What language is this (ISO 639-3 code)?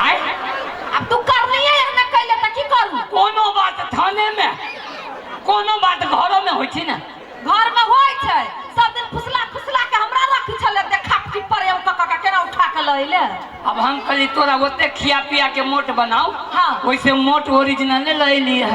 mai